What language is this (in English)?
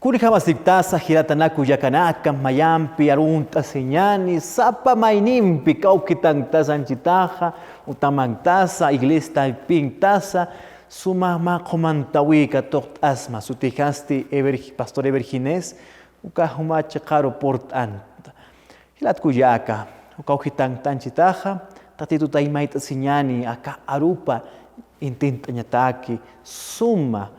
Aymara